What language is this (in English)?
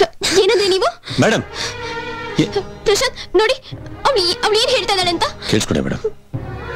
Kannada